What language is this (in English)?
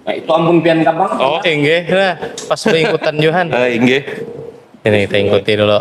Banjar